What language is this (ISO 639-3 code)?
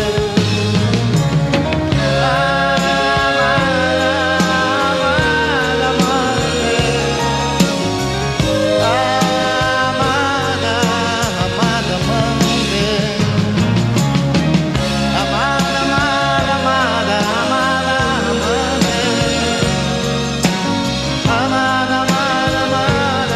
por